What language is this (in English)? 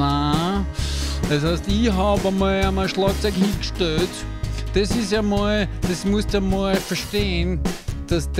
Bavarian